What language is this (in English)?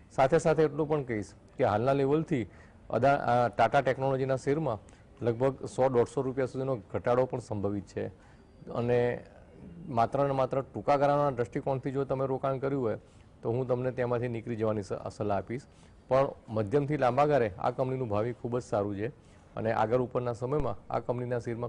Gujarati